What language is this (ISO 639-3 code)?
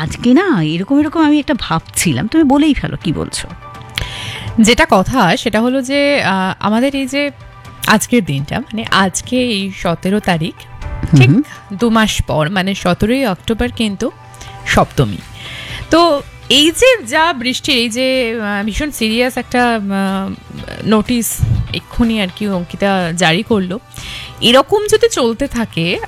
ben